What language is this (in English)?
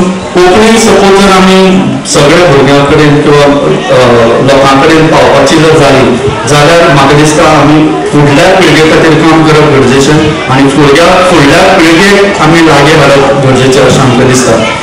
Konkani